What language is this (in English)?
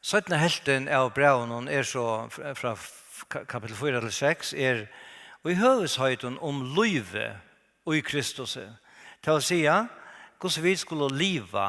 Faroese